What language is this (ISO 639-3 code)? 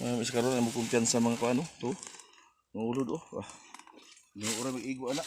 ceb